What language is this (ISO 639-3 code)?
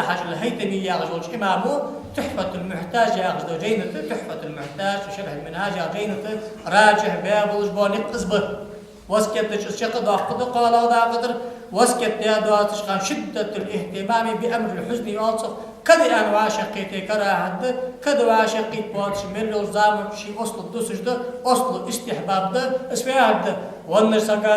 inh